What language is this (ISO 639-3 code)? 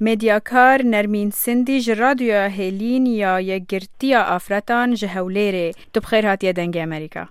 kur